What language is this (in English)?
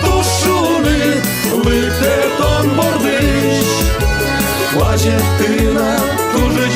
Udmurt